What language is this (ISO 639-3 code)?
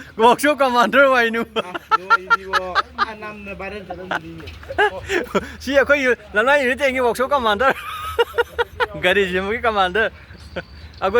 mni